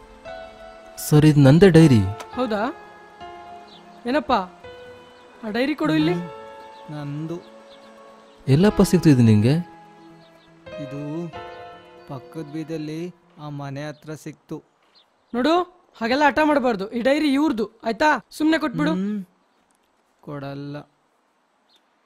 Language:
Kannada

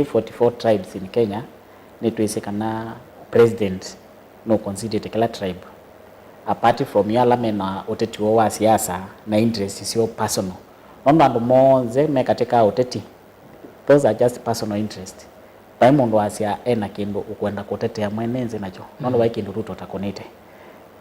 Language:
Kamba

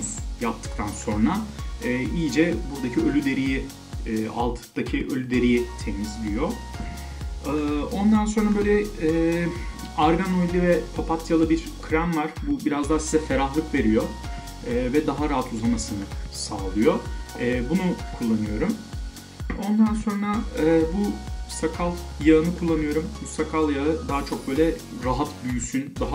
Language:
Turkish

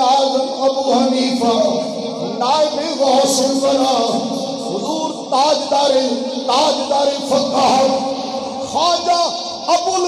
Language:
Urdu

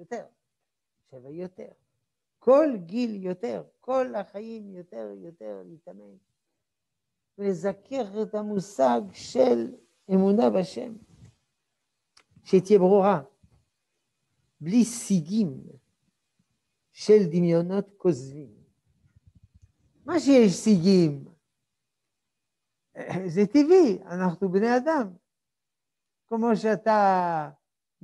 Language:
Hebrew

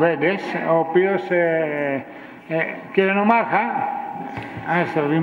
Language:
Greek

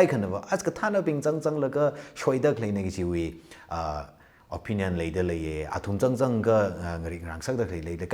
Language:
Tangkhul Naga (India)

